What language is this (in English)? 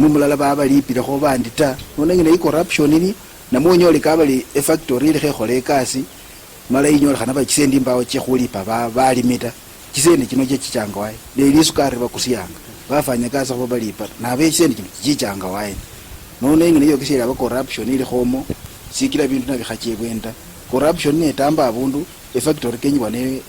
Luyia